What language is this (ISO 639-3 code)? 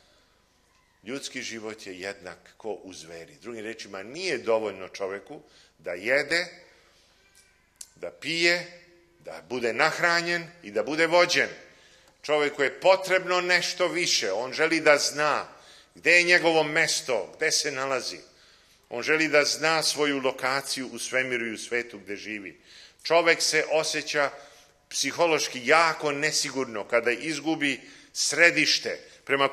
srp